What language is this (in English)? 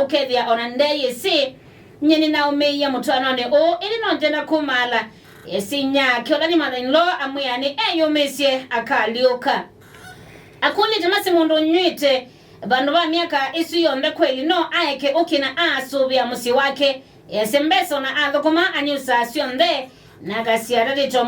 Kamba